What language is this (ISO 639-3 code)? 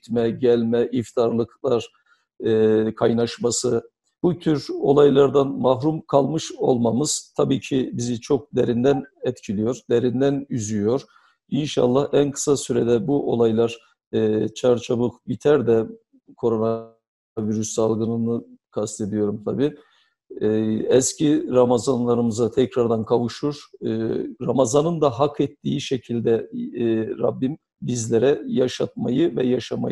tur